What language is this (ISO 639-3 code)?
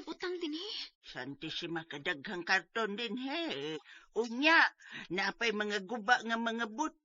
ceb